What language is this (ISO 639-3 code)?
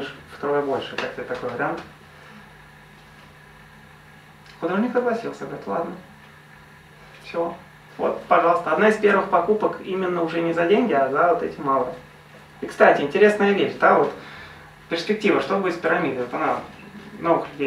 rus